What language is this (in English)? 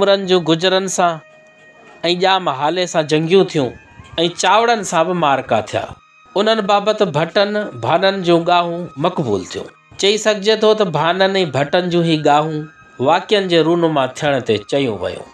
Sindhi